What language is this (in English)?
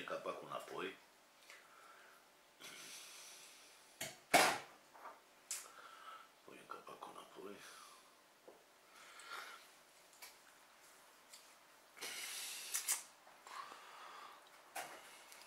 Romanian